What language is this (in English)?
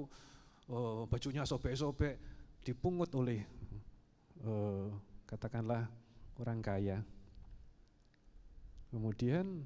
Indonesian